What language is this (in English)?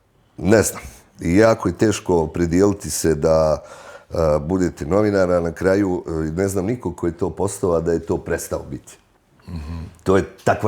Bosnian